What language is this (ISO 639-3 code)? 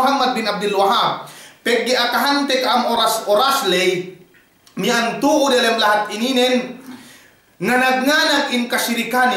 yka